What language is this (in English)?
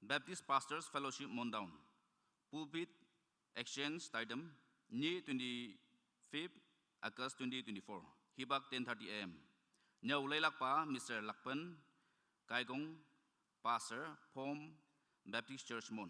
Naga Pidgin